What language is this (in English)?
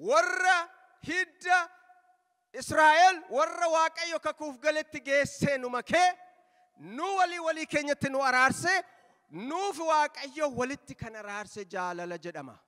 Oromo